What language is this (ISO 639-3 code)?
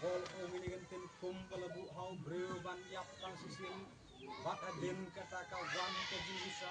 kha